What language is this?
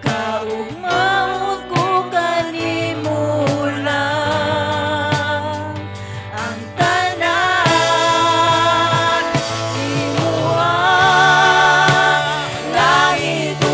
Cebuano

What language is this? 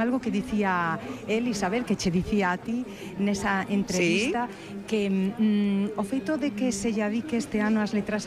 Galician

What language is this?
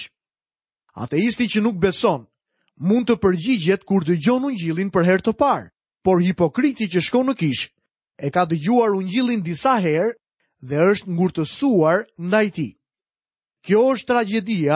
Albanian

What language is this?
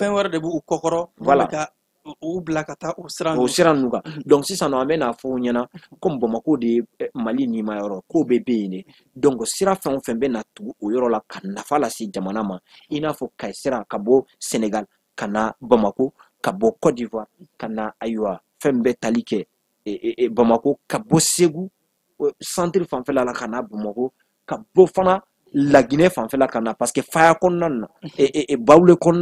Bambara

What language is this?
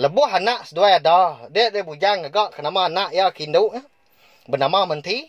Iban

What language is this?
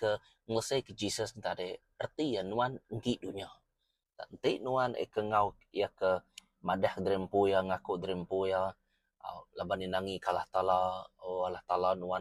Iban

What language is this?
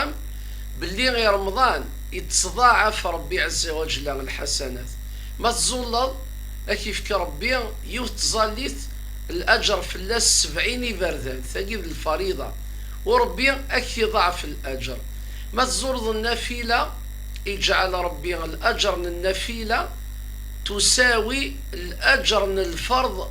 Kabyle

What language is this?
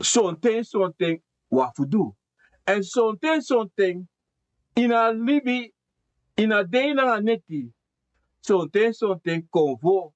Sranan Tongo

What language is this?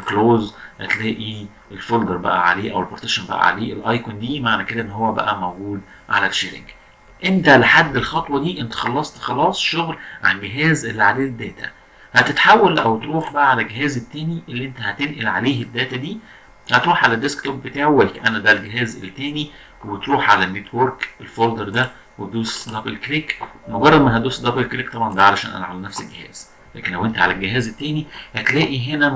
Egyptian Arabic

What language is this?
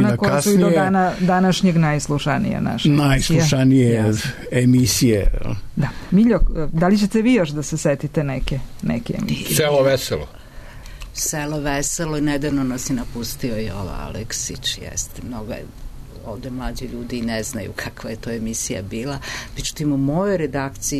Serbian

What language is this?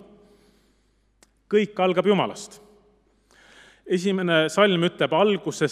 Estonian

